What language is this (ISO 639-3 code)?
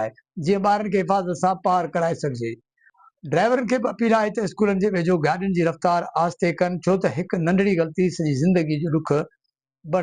snd